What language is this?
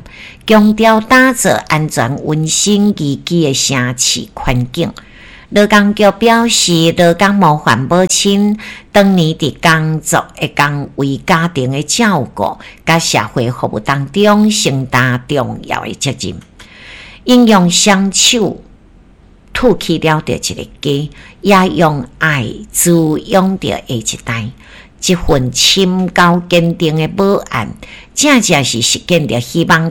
Min Nan Chinese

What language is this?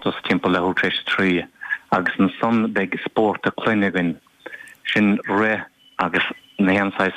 Irish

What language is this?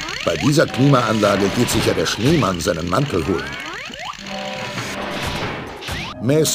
German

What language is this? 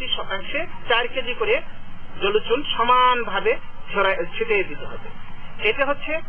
Bangla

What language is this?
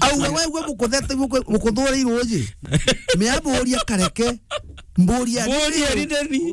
Meru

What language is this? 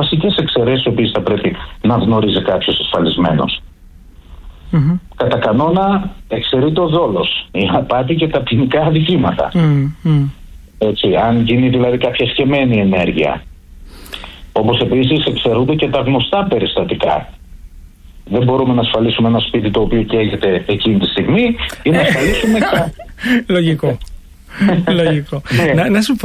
Greek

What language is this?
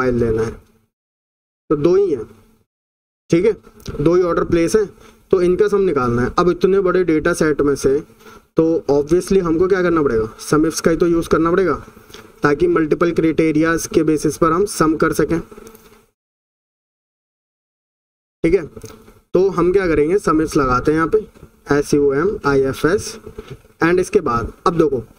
Hindi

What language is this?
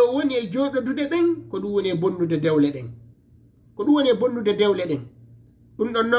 Fula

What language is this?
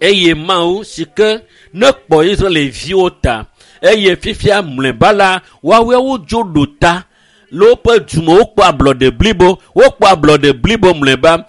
Ewe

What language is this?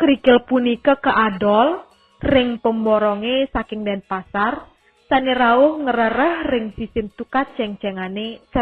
Balinese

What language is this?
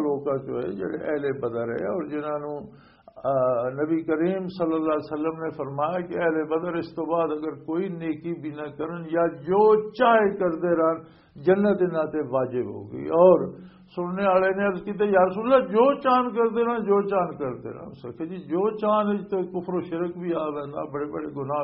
Western Panjabi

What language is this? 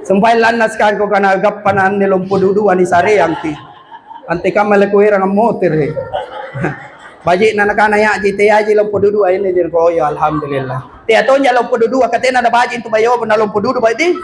Makasar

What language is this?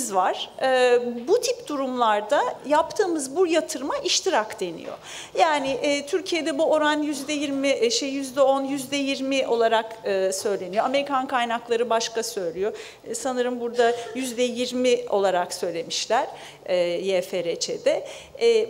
Turkish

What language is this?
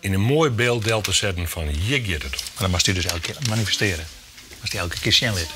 Western Frisian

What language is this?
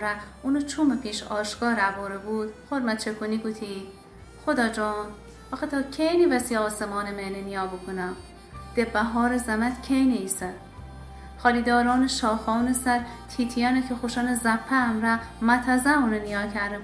Gilaki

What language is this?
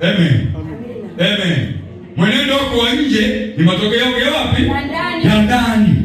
Swahili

